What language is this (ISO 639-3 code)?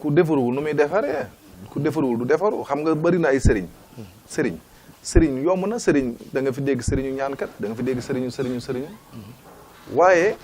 wol